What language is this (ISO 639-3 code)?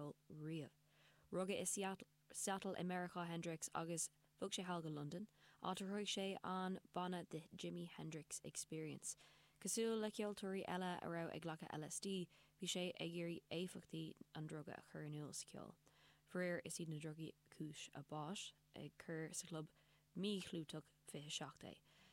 gle